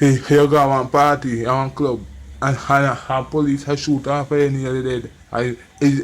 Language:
Jamaican Creole English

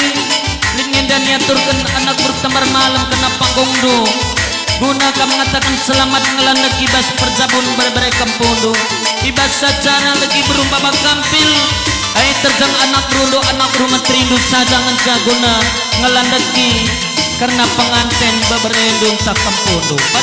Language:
Batak Karo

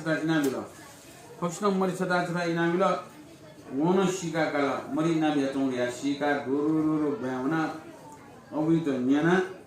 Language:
Newari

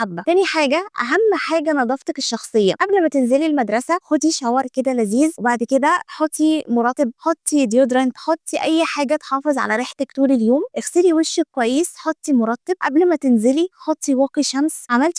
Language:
Egyptian Arabic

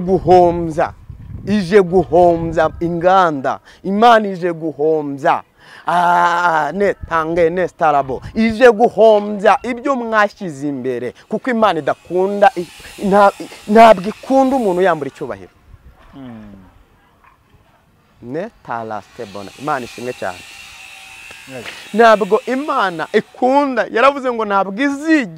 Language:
Kinyarwanda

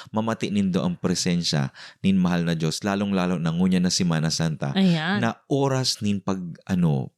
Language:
Bikol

